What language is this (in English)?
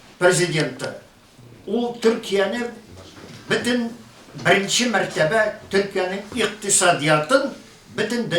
Tatar